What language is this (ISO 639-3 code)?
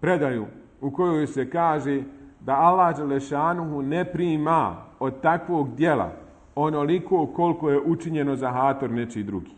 bos